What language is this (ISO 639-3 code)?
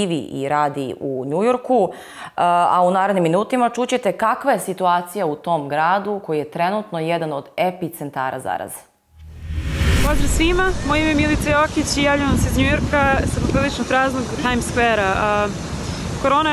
srp